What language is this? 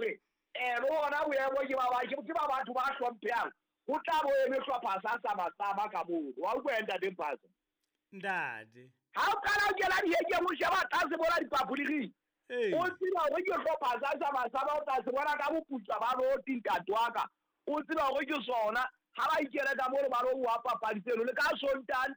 Southern Sotho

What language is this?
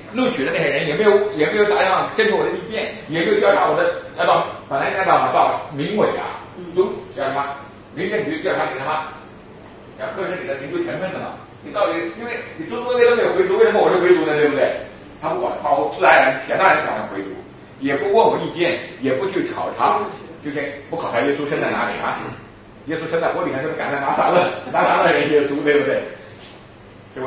Chinese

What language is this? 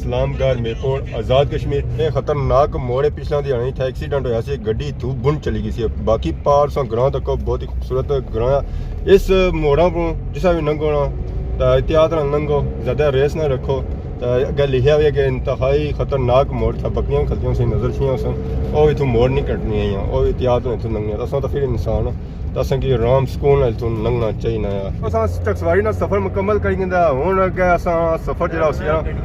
Pahari-Potwari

